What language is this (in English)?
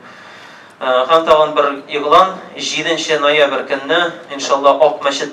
Tatar